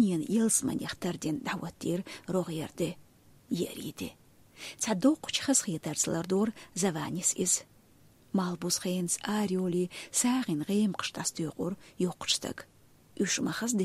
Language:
Chechen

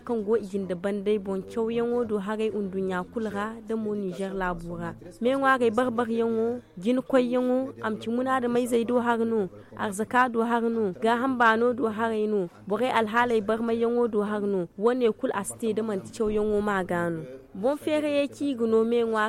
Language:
Zarma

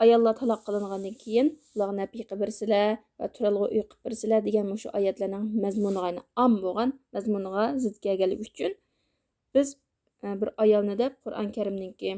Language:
Uyghur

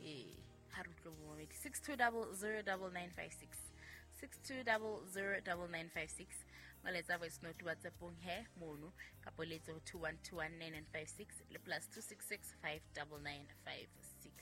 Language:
Southern Sotho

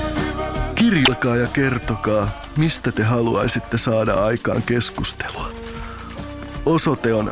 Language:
Finnish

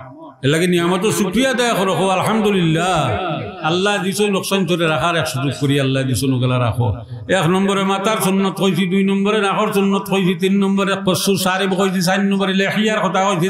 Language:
Sylheti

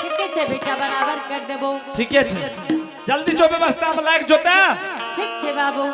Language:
Angika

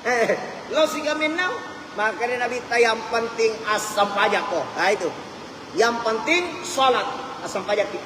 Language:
Buginese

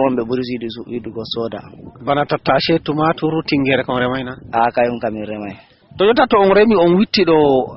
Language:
Fula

